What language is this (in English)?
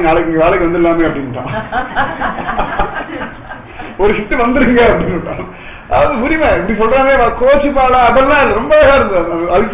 Tamil